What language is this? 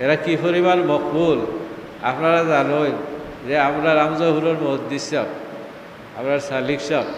Sylheti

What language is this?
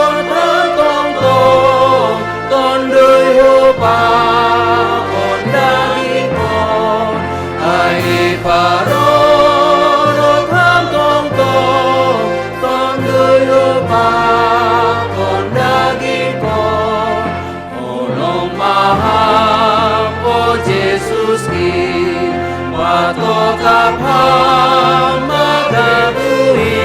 Batak Simalungun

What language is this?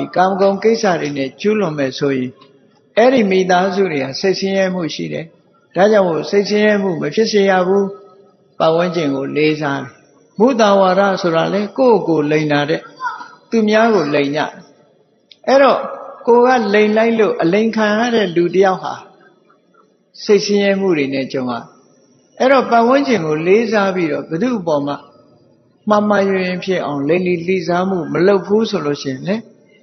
Burmese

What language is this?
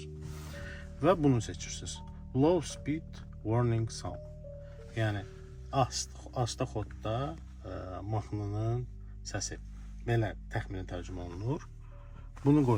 Azerbaijani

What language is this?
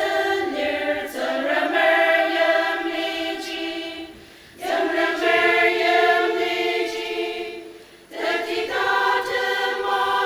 Ao Naga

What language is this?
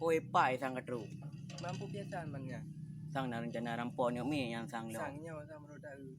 Achinese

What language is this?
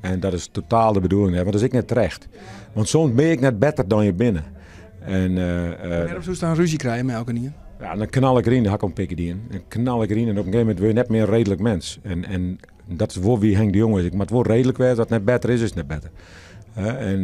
Western Frisian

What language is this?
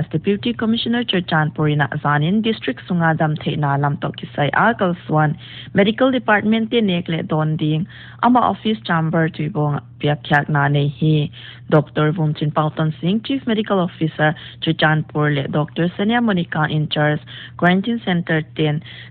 Paite Chin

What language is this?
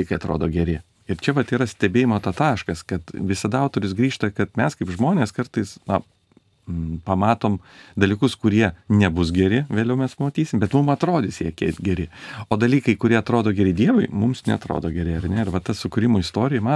Lithuanian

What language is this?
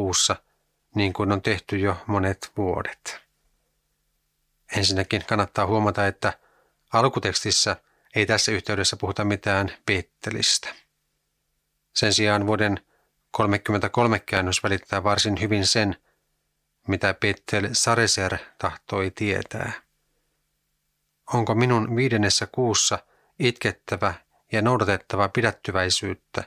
Finnish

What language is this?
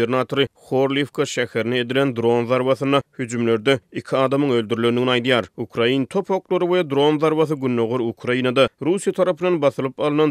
Turkmen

